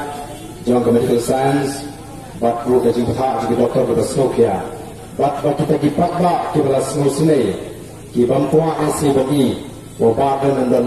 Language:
Khasi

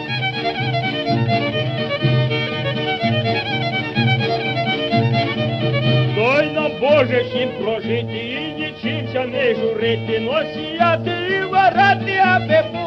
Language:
Ukrainian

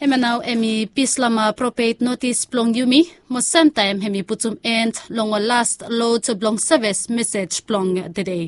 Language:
Bislama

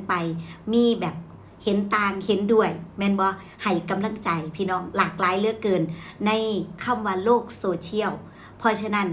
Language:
Northeastern Thai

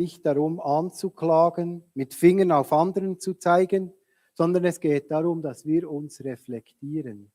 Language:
Swiss German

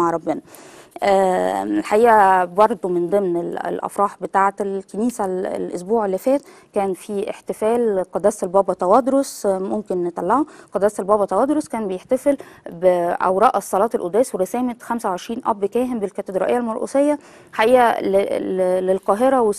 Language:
Egyptian Arabic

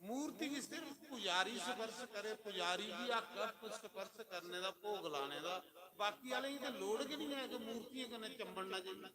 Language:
Dogri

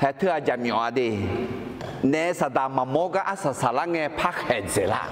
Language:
Akha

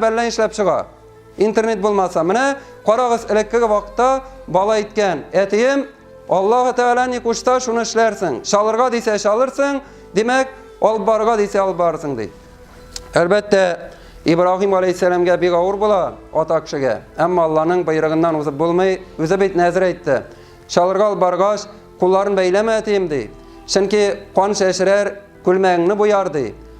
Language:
Tatar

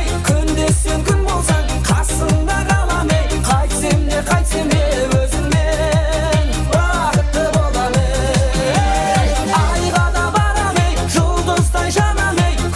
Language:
Kara-Kalpak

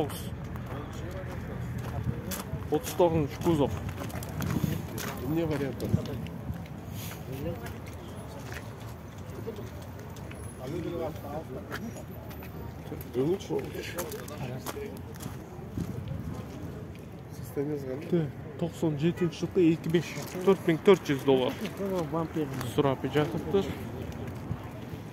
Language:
Kyrgyz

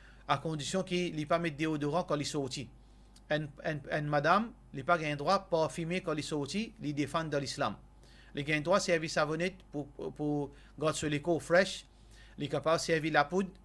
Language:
Morisyen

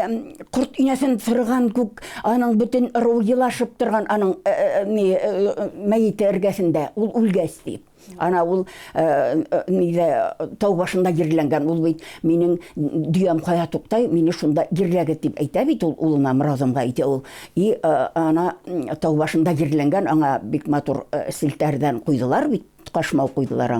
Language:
Bashkir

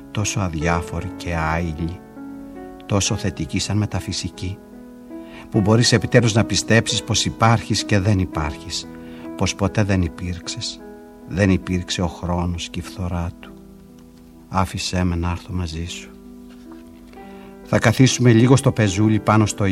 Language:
Greek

